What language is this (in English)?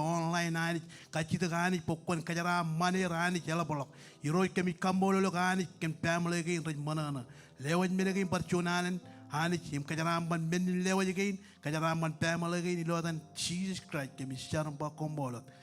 Marshallese